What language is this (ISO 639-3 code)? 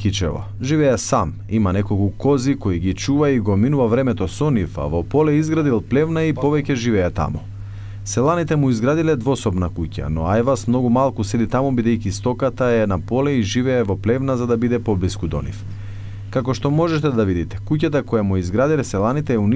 mkd